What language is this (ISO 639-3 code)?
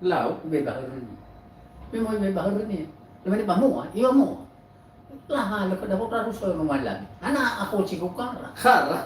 nia